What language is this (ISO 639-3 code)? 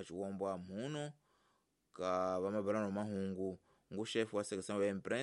tso